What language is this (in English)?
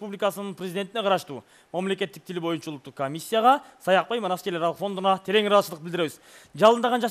Kyrgyz